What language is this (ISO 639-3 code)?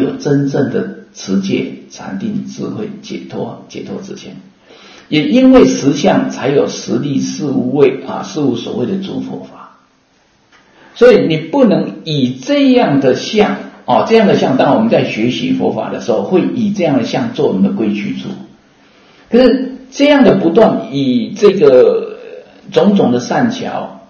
zho